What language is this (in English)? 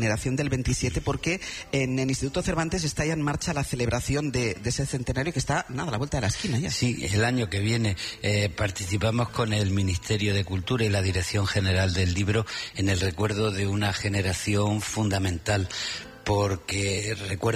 Spanish